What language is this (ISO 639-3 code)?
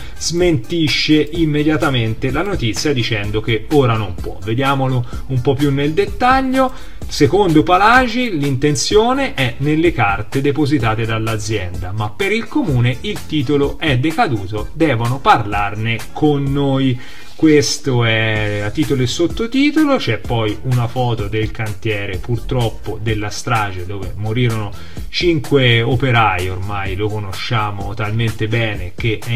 ita